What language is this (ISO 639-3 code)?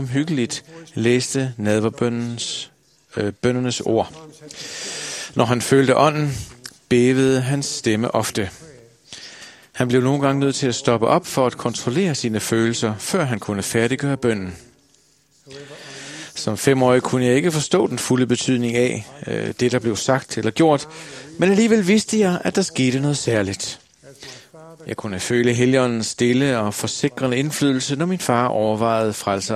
dan